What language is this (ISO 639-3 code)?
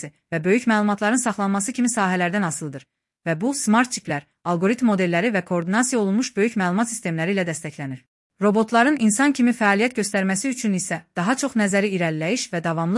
aze